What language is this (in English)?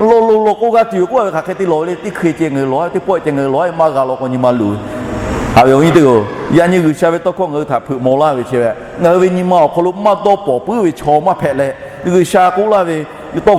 Lahu